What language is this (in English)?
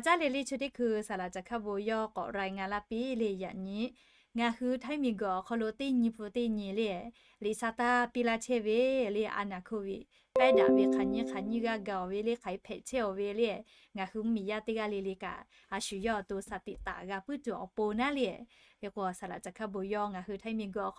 Lahu